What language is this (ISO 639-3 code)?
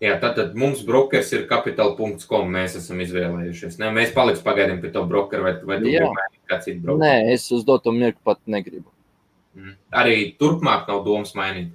lav